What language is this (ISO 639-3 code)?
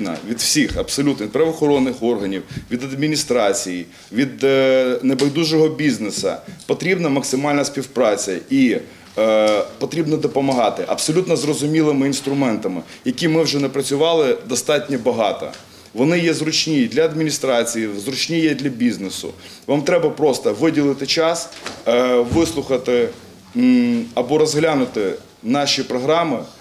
ukr